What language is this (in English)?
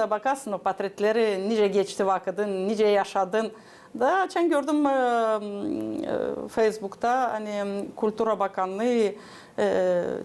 Gagauz